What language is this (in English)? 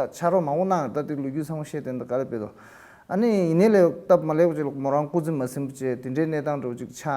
Tibetan